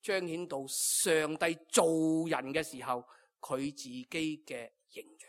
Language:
Cantonese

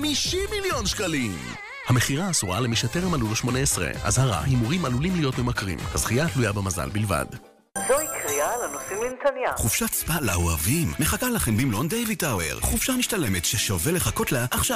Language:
Hebrew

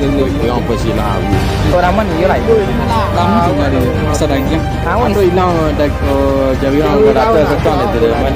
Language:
Minangkabau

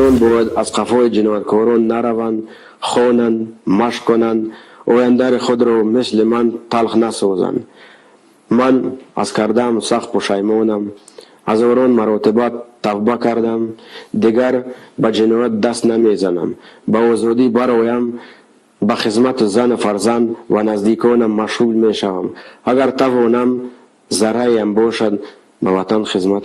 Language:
Tajik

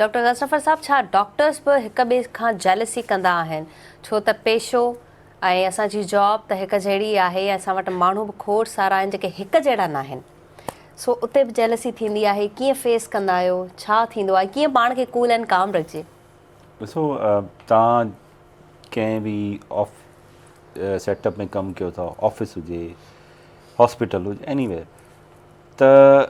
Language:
Sindhi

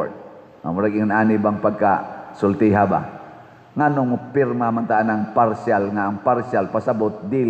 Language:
Cebuano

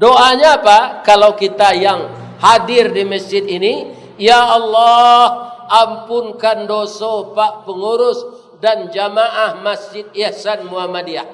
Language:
Minangkabau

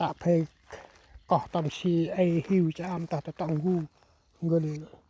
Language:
Central Mnong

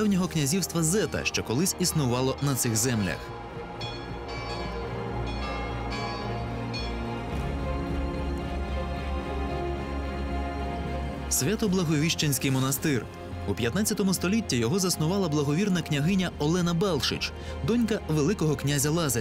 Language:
Ukrainian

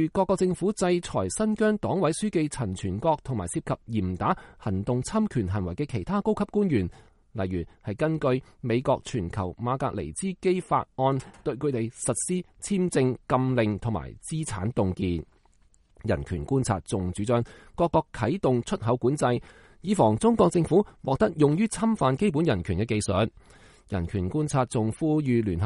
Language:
Cantonese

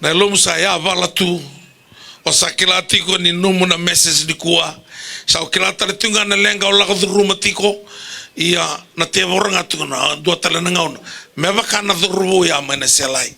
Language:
Fijian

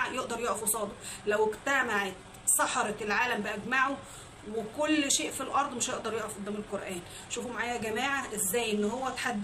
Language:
Egyptian Arabic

